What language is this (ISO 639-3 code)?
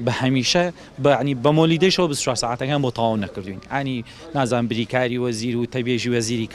ckb